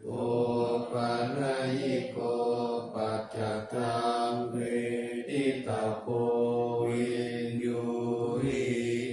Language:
Pali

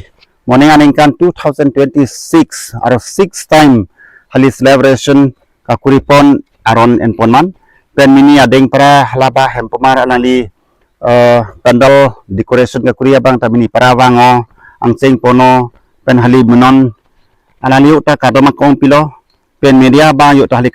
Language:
Karbi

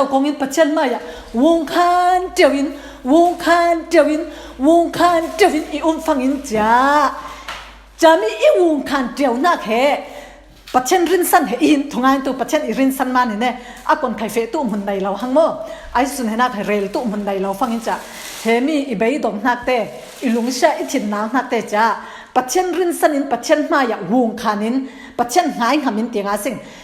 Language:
Falam Chin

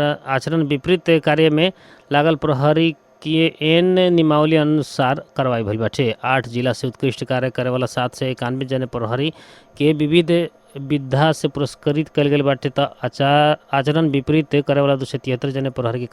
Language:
Bhojpuri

